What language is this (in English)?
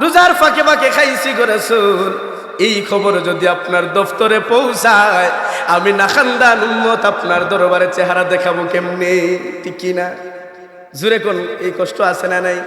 Sylheti